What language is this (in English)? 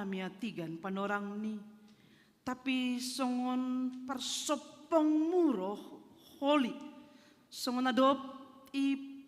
Batak Simalungun